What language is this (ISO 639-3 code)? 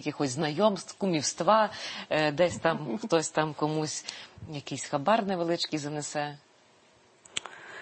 ukr